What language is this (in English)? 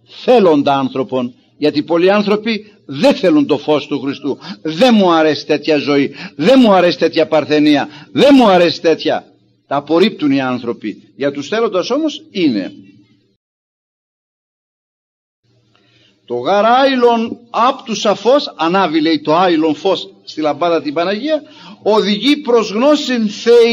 Greek